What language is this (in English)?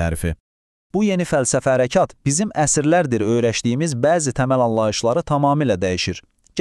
Azerbaijani